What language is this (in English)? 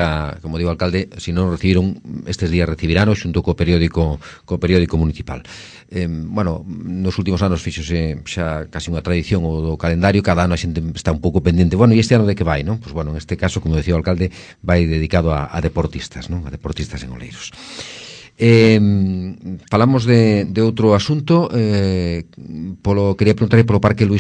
Galician